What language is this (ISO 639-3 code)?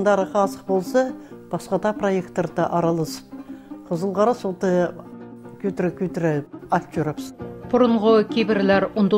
kjh